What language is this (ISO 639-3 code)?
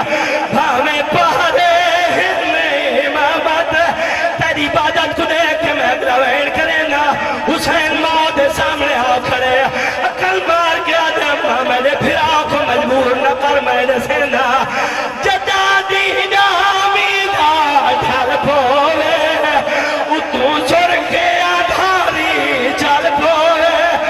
urd